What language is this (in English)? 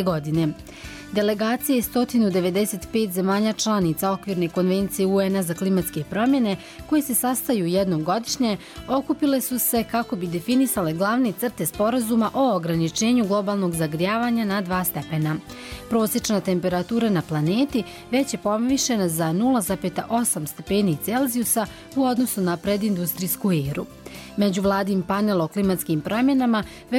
Bosnian